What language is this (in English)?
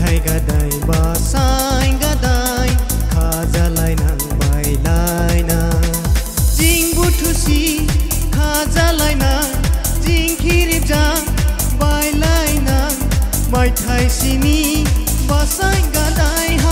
Dimasa